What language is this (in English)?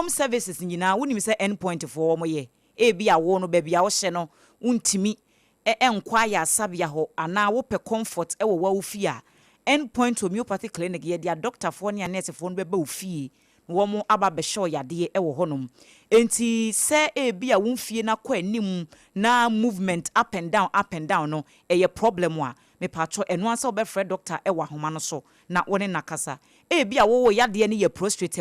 Akan